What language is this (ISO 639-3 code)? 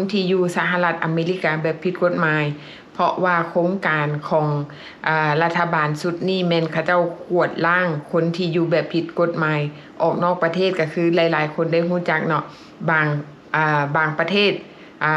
lao